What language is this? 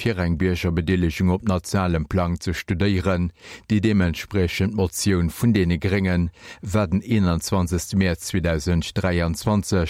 Luxembourgish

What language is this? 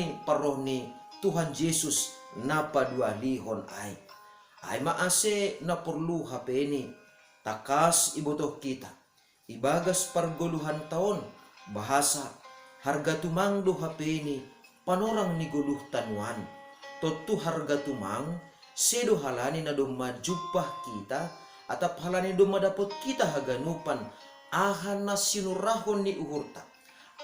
Batak Simalungun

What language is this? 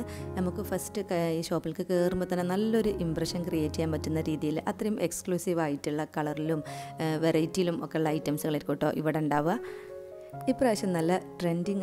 Malayalam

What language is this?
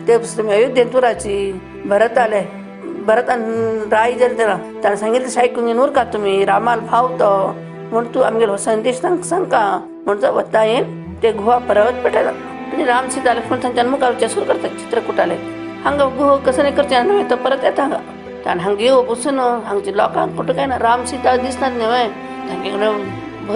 Konkani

